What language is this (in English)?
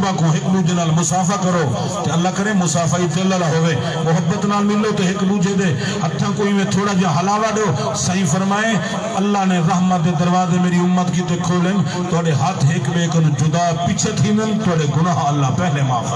Saraiki